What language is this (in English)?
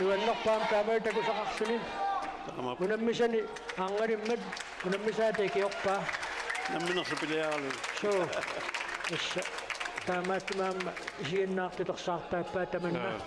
Kalaallisut